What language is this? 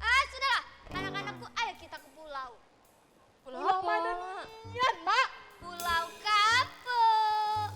Musi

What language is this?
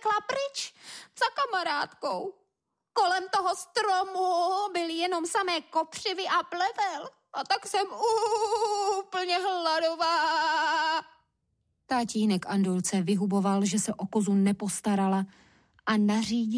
Czech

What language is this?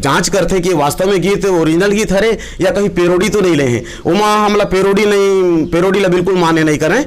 Chhattisgarhi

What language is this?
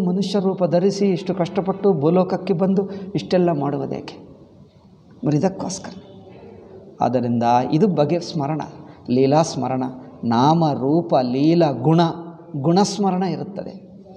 Kannada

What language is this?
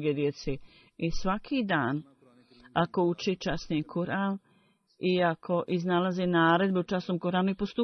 Bosnian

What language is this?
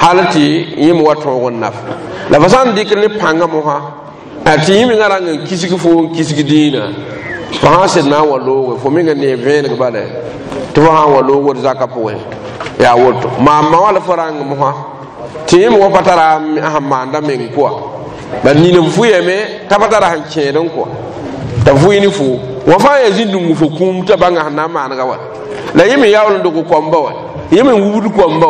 Mossi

